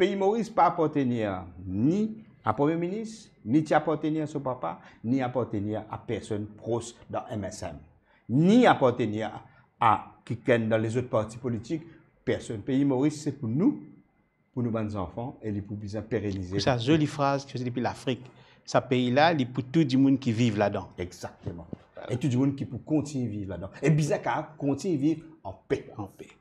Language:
Morisyen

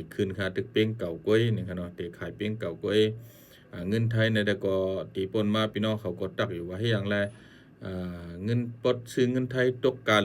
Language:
Shan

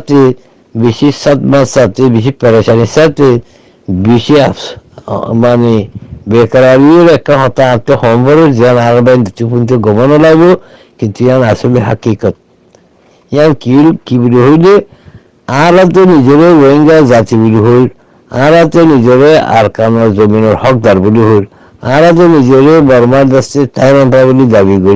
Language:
Rohingya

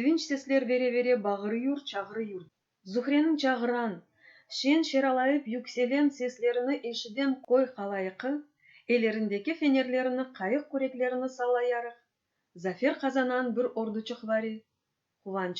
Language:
Crimean Tatar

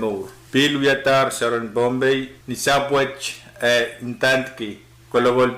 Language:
Pohnpeian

